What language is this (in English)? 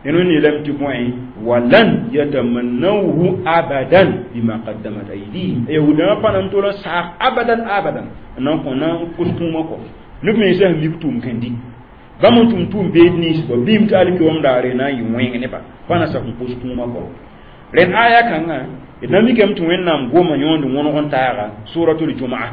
Mossi